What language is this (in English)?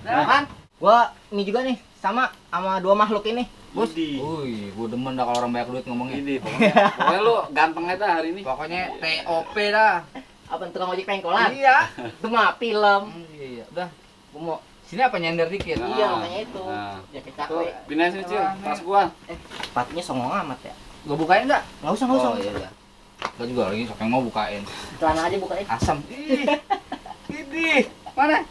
Betawi